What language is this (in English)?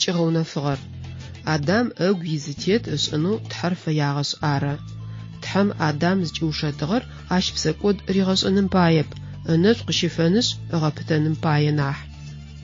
Adyghe